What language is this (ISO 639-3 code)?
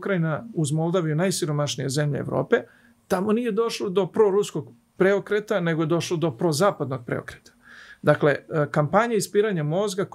srp